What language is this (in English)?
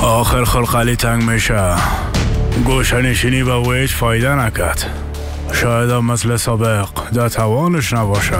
Persian